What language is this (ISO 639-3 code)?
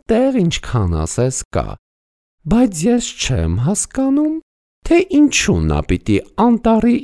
hye